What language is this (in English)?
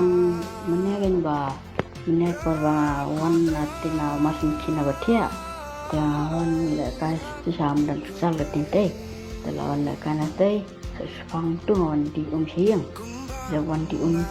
Khasi